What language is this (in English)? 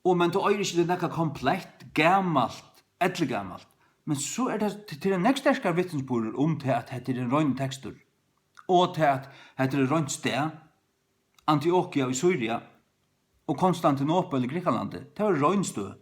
Faroese